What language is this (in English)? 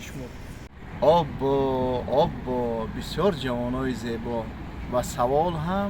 Tajik